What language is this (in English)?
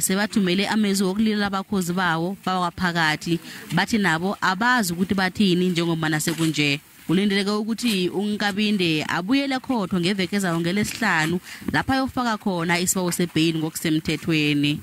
Zulu